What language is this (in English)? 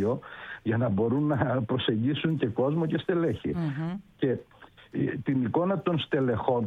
Greek